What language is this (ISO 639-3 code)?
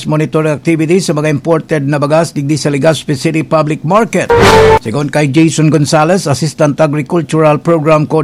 bik